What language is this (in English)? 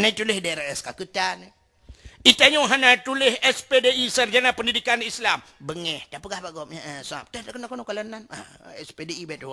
Achinese